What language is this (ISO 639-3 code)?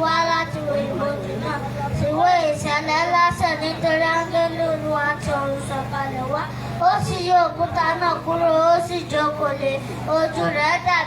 yor